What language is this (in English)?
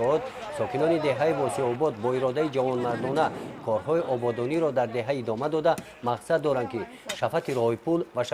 Tajik